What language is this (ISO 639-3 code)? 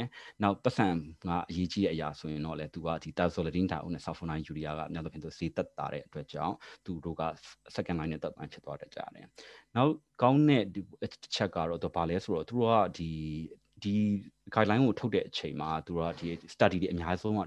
mya